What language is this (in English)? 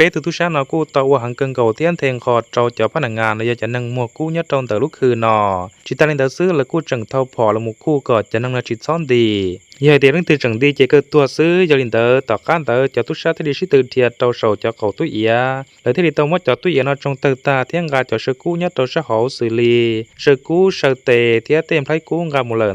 Hmong